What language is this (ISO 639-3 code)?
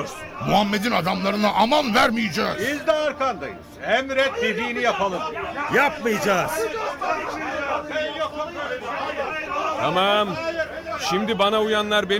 tur